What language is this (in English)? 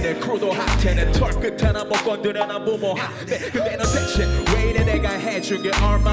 Korean